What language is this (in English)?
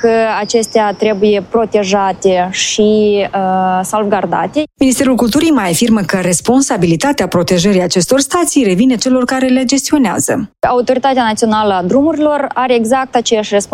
Romanian